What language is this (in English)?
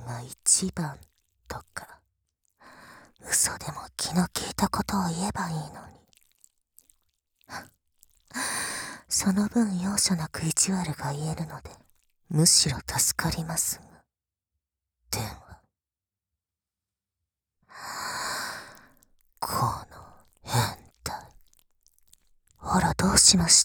Japanese